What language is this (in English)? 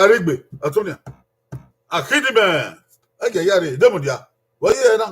Bini